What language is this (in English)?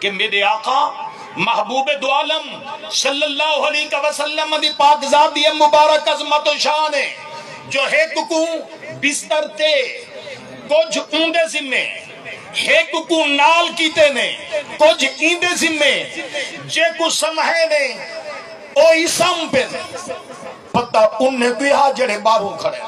Saraiki